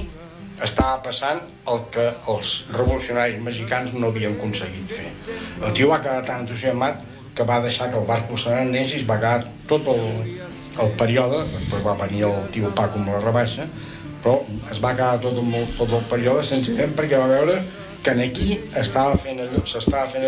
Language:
Catalan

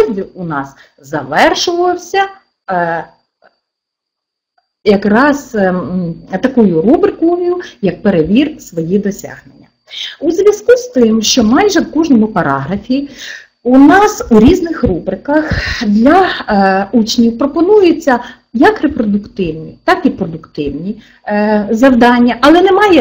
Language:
Ukrainian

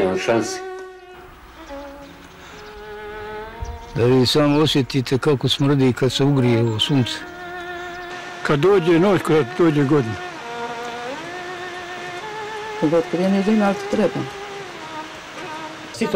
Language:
Bosnian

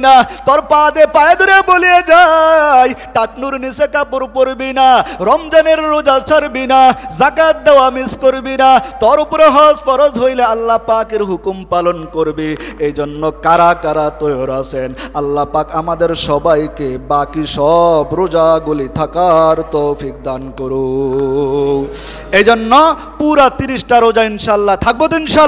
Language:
Bangla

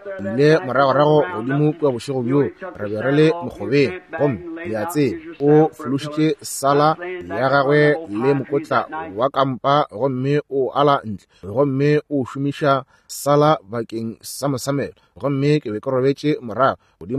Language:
Northern Sotho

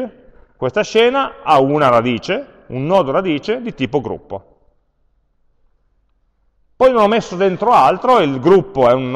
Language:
Italian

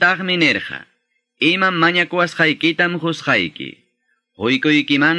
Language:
Quechua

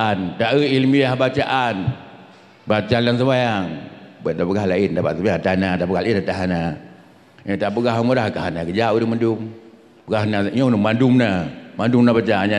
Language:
Achinese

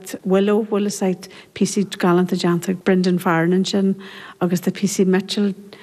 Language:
Irish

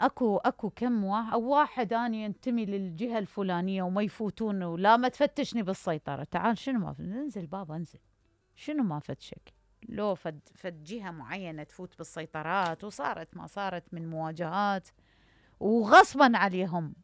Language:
Mesopotamian Arabic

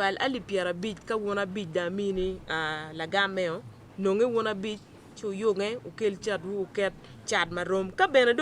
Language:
Acoli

